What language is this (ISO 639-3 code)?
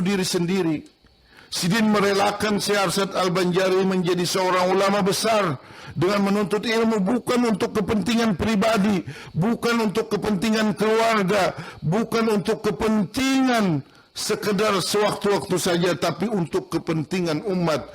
bjn